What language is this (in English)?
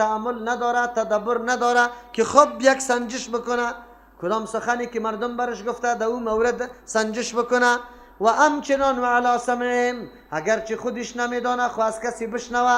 Persian